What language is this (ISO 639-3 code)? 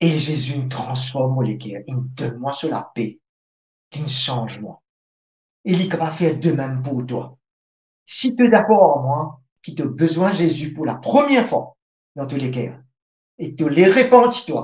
mfe